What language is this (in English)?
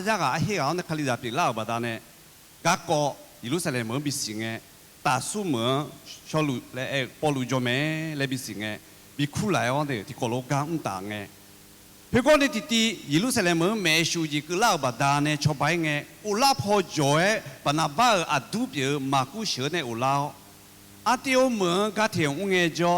Akha